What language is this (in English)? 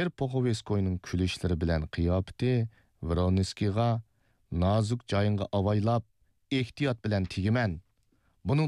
Uyghur